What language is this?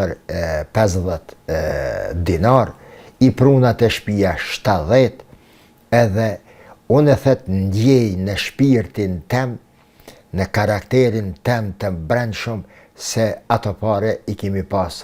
Albanian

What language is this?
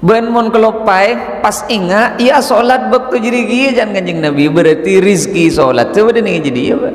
Madurese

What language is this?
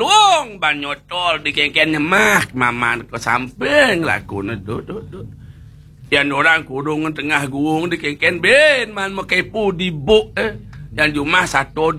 Balinese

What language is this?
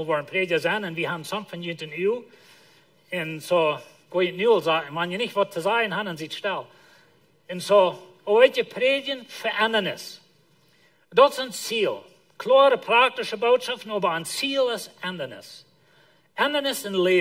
Plautdietsch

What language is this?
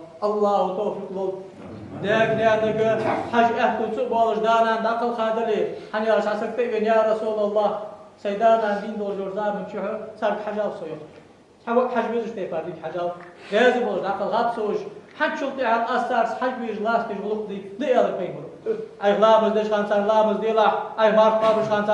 Ingush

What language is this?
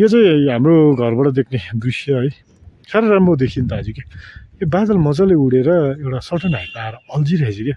Nepali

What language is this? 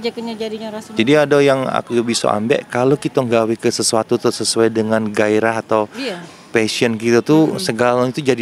Musi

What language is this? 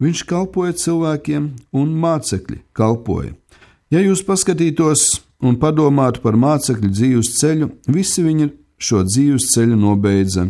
Latvian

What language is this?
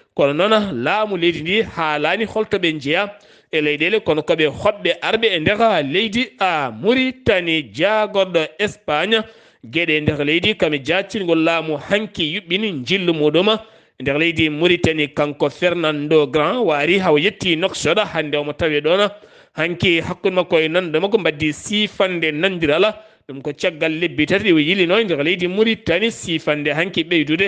Fula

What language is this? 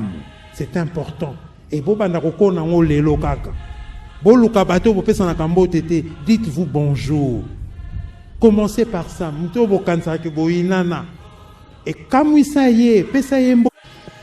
Lingala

